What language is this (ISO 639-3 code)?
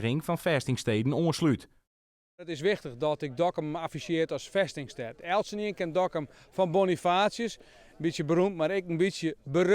fry